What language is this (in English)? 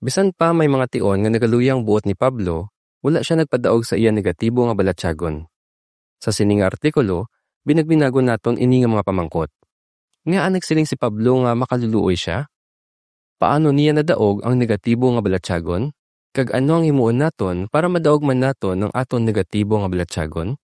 Hiligaynon